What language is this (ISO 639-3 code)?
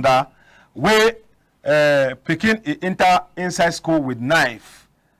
wes